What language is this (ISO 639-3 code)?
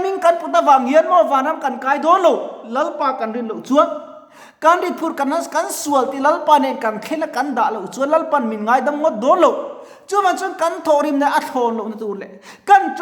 lus